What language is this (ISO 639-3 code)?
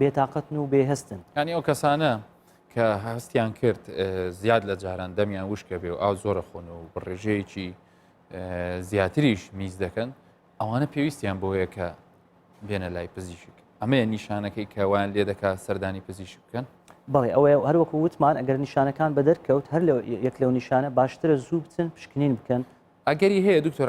ckb